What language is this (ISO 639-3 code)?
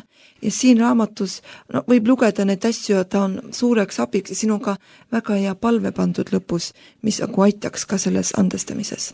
est